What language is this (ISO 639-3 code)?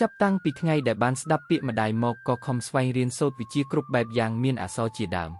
khm